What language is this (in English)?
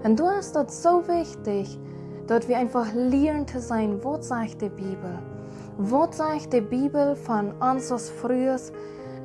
Plautdietsch